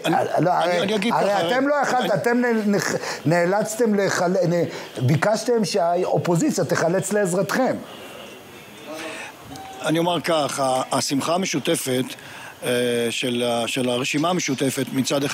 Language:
Hebrew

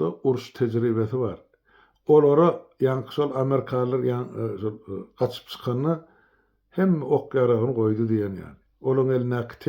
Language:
Turkmen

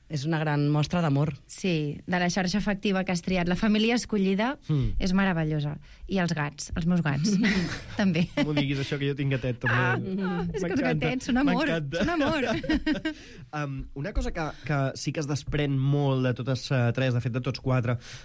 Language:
Catalan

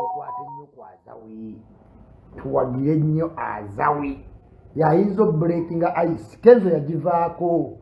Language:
Ganda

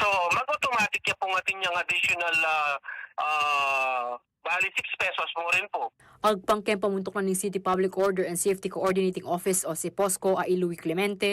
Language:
Pampanga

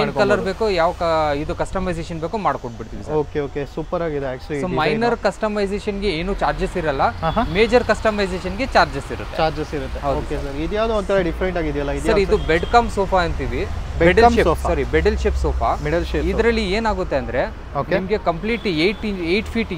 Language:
Kannada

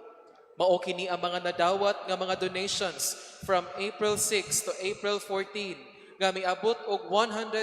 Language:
Cebuano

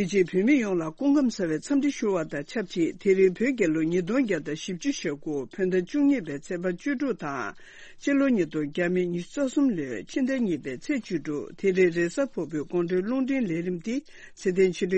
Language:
Tibetan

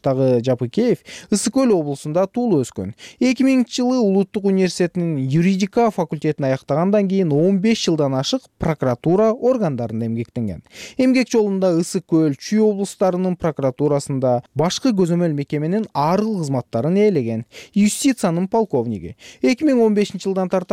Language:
Kyrgyz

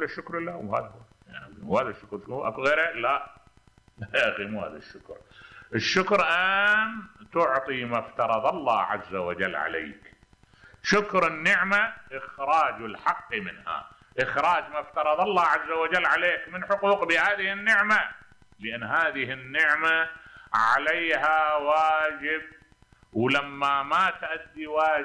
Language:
Mesopotamian Arabic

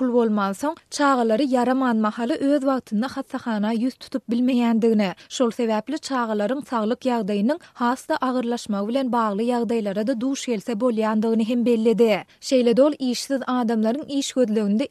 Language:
Turkmen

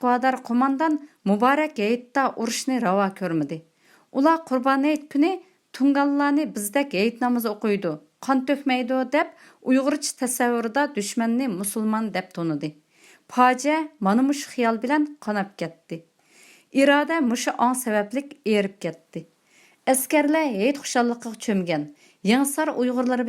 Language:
Uyghur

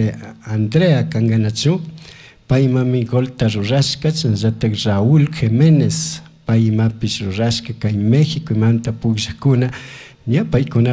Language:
Chimborazo Highland Quichua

